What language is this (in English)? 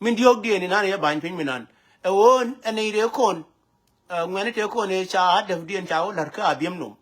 Nuer